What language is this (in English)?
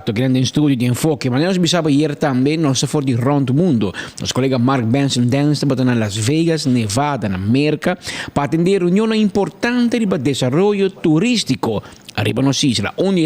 Papiamento